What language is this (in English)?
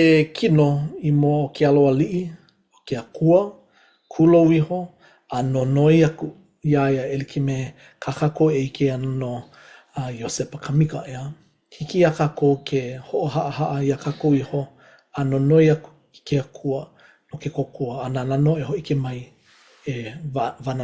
Hawaiian